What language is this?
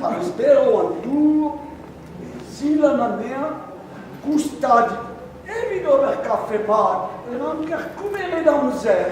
Breton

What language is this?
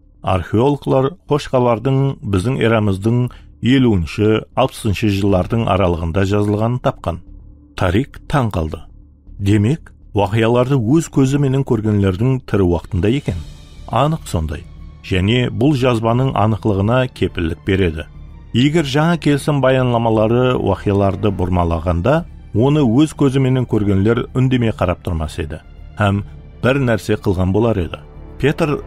Kara-Kalpak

